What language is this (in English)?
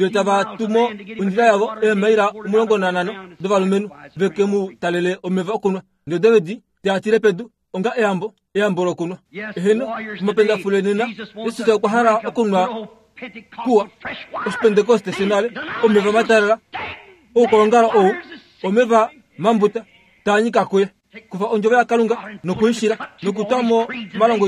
Kuanyama